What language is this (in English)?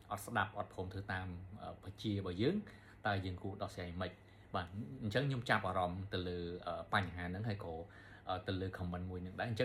Khmer